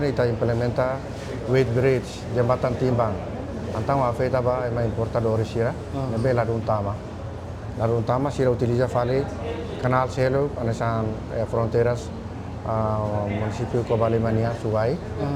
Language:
Tetum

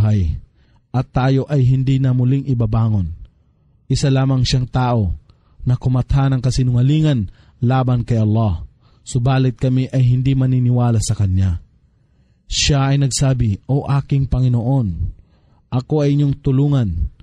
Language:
Filipino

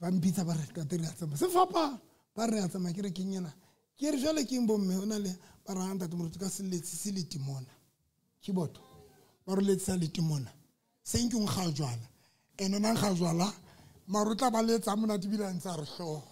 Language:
Southern Sotho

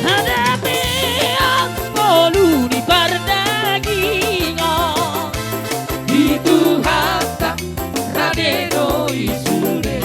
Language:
Batak Toba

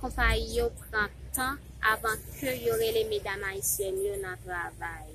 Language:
Haitian Creole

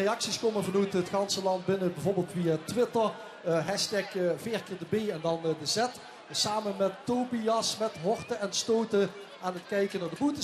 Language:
Limburgish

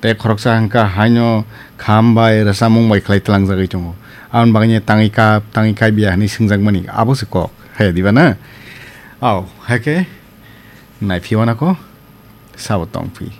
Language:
Kok Borok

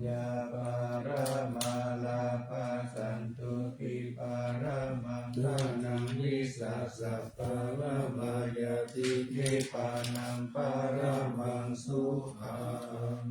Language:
Pali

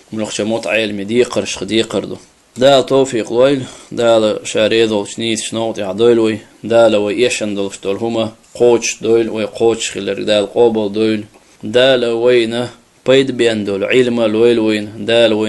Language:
Chechen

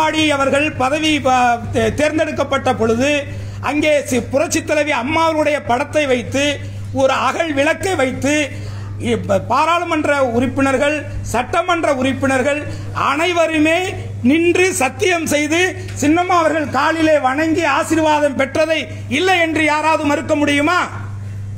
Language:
Tamil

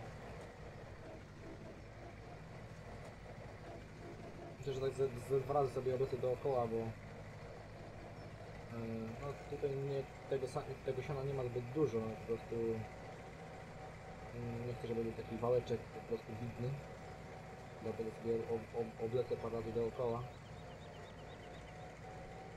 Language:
Polish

